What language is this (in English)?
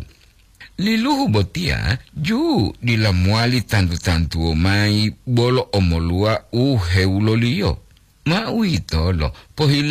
Gorontalo